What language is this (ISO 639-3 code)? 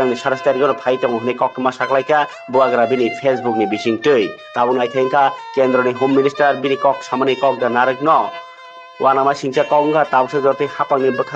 trp